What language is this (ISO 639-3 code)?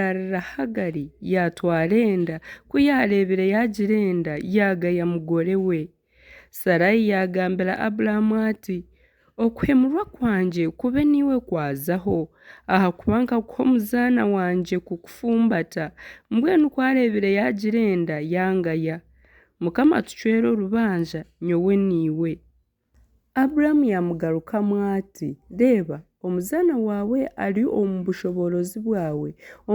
nyn